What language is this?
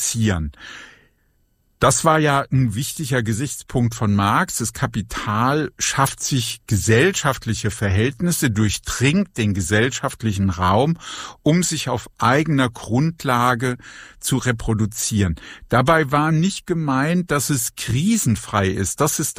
German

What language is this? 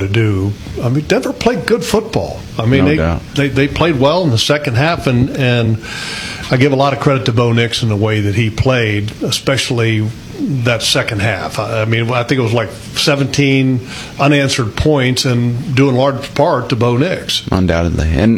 English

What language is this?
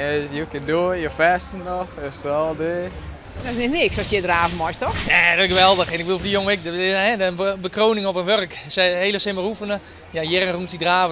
Western Frisian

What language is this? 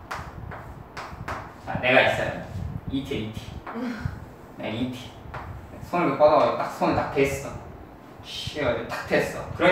Korean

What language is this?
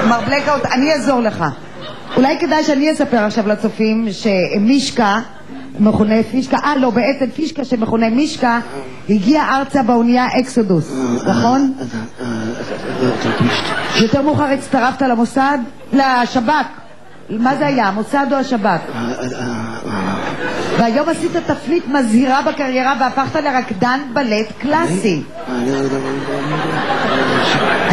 Hebrew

